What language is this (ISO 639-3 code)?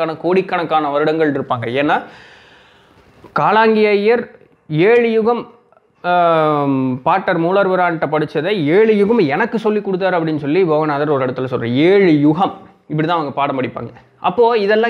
tam